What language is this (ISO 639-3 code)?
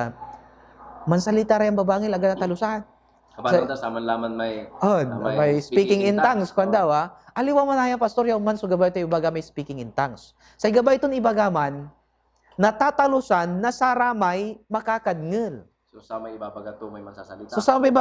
pag